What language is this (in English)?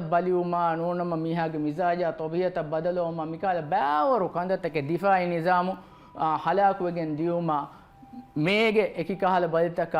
Divehi